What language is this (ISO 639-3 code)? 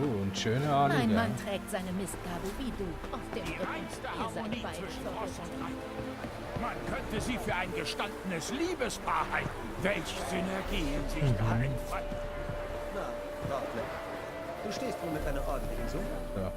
gsw